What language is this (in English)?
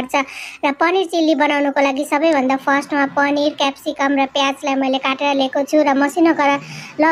Nepali